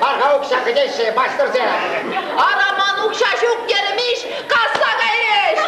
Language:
Chuvash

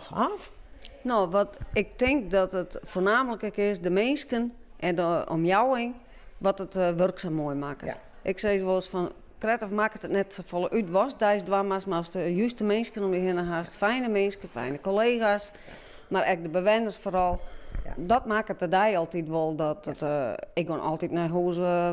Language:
Western Frisian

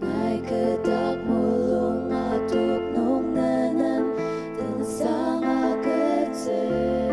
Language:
Ao Naga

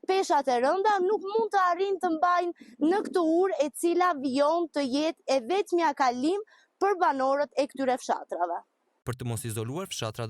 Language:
Albanian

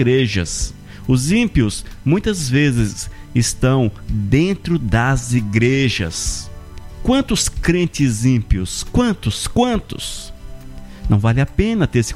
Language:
Portuguese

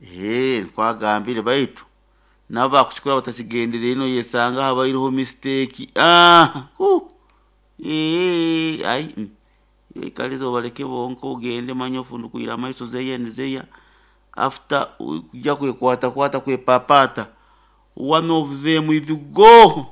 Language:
Nyoro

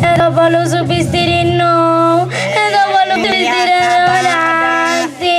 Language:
Sardinian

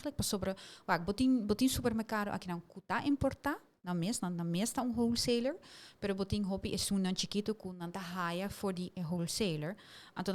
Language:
Papiamento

